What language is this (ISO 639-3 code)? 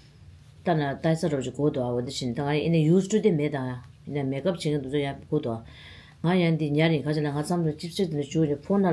bod